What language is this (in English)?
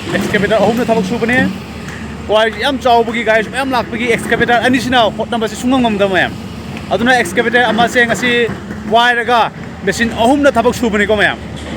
Manipuri